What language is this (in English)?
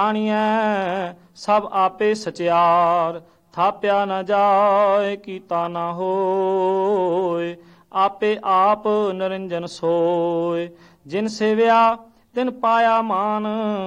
Punjabi